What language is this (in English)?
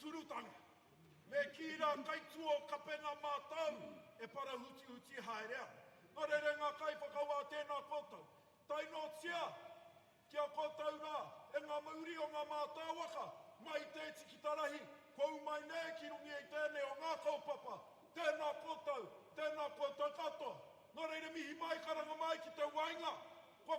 Māori